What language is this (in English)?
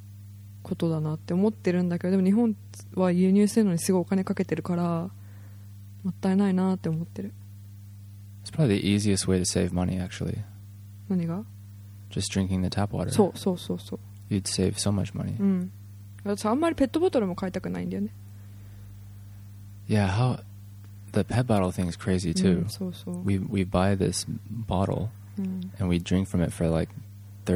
Japanese